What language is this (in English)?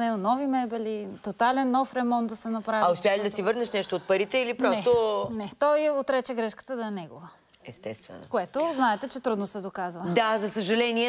Bulgarian